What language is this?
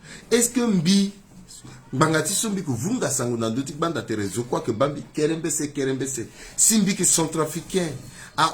Sango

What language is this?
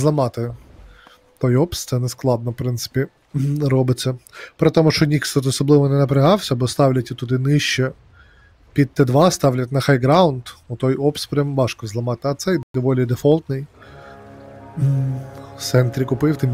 Ukrainian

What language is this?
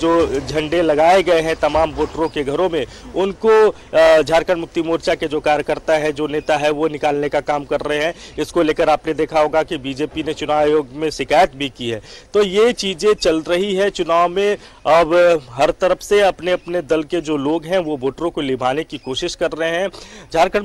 Hindi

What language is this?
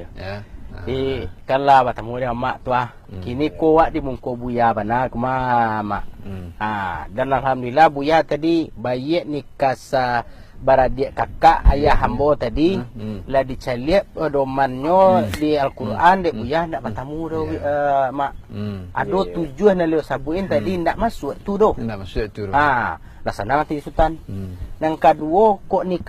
Minangkabau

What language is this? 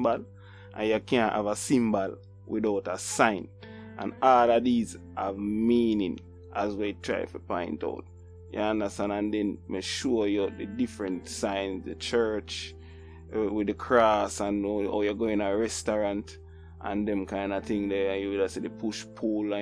Jamaican Creole English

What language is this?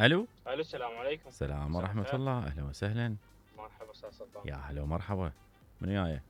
Mesopotamian Arabic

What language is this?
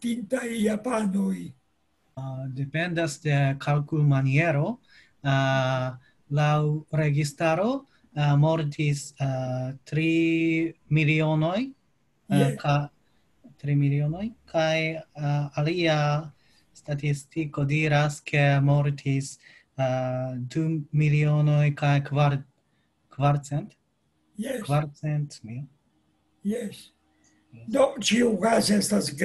Esperanto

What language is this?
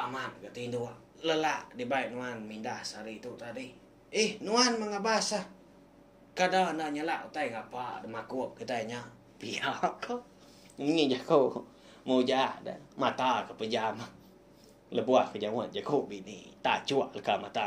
Iban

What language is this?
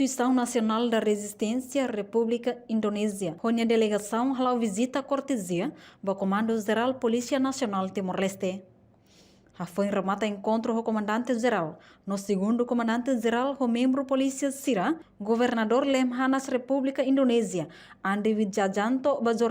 Tetum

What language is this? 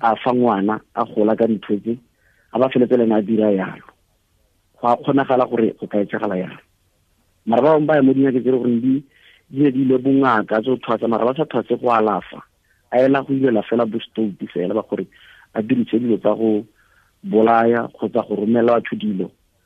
Tswana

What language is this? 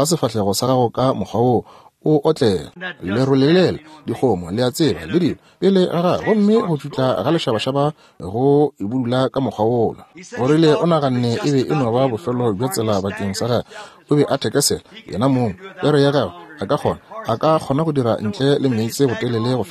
Northern Sotho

